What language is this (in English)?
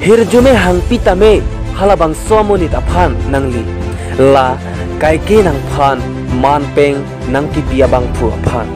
Karbi